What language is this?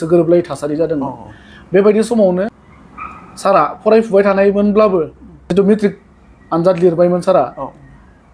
Bodo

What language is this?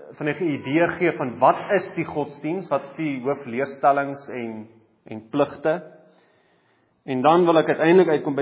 Afrikaans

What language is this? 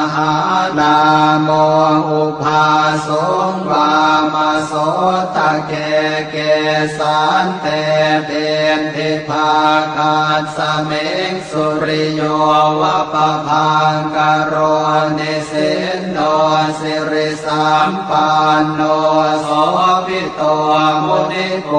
Pali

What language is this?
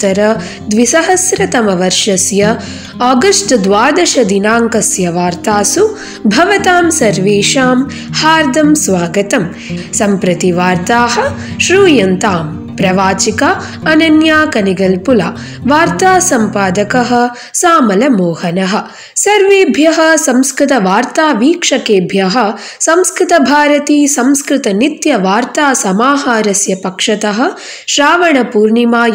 Sanskrit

